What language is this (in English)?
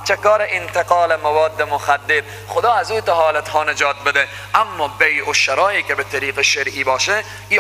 Persian